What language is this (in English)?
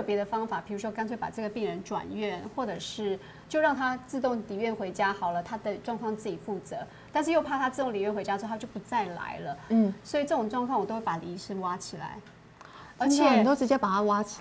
Chinese